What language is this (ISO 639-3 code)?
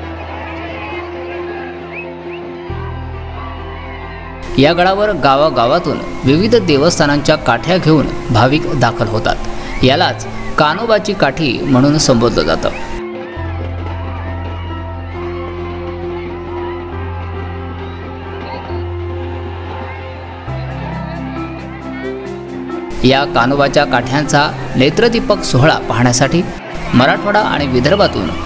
mar